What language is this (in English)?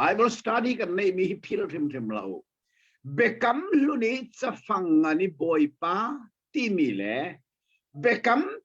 Hakha Chin